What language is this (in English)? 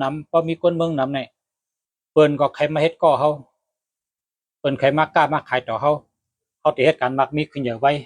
Shan